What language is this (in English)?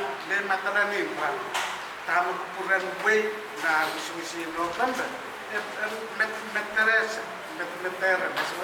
Pohnpeian